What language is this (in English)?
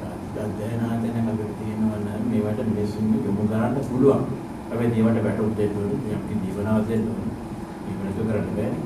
Sinhala